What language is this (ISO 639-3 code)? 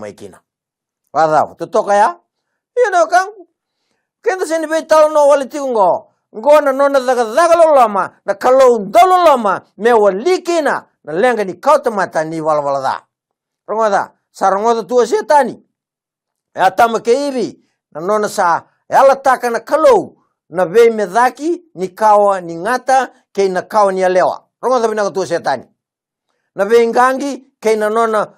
fij